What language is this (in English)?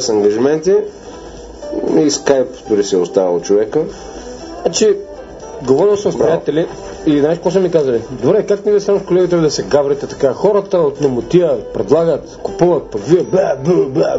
Bulgarian